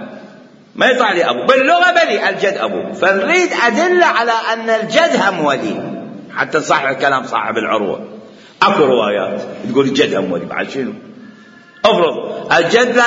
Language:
Mesopotamian Arabic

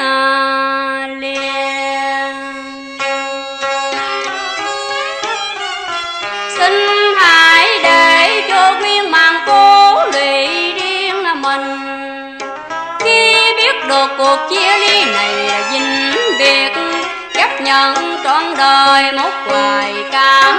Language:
Vietnamese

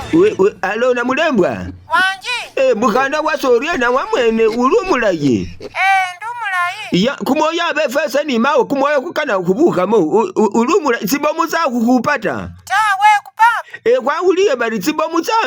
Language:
Masaaba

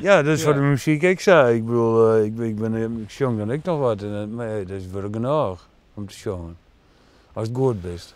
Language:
Western Frisian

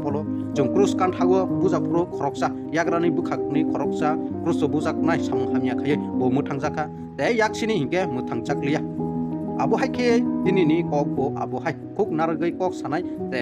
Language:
Kok Borok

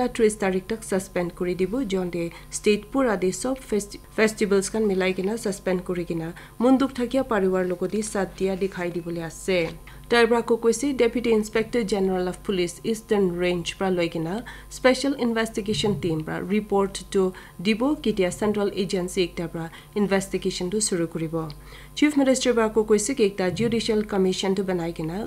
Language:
Naga Pidgin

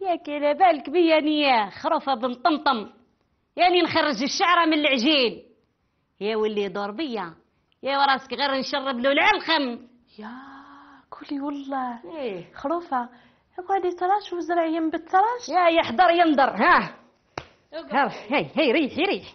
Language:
Algerian Arabic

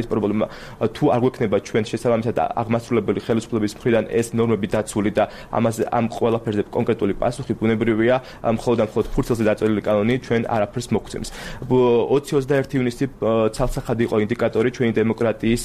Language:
Georgian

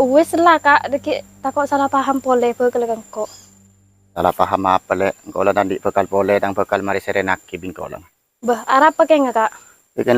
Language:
Madurese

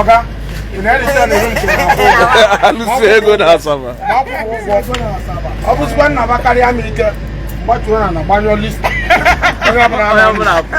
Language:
Igbo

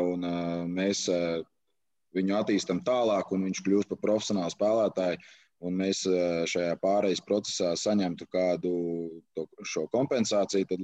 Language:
Latvian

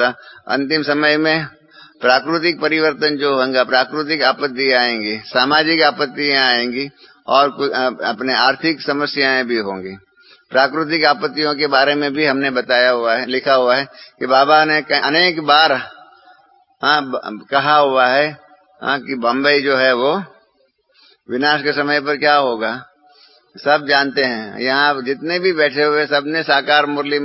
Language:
Hindi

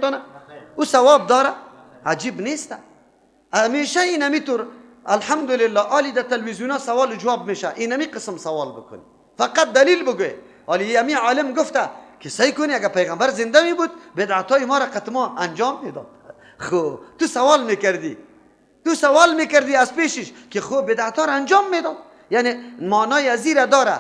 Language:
Persian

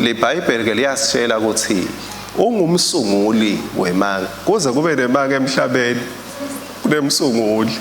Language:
Swati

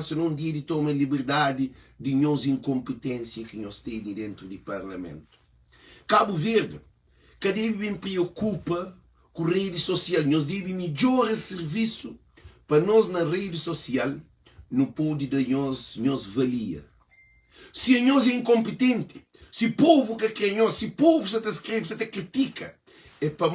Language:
Kabuverdianu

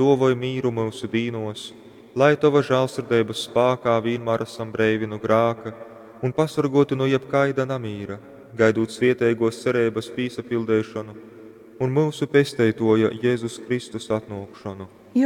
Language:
Latgalian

